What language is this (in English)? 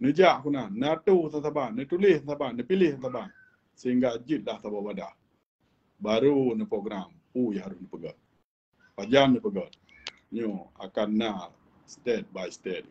Achinese